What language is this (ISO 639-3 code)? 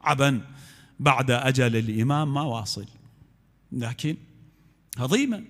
acm